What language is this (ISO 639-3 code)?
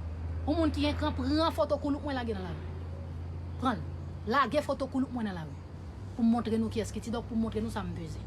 hat